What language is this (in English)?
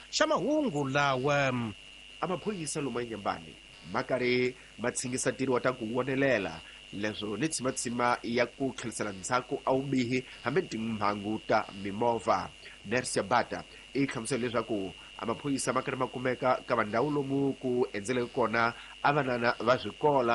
Tsonga